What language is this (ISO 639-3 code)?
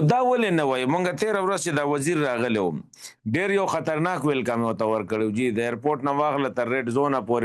pus